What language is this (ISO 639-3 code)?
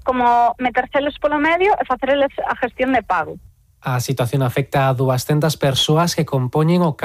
glg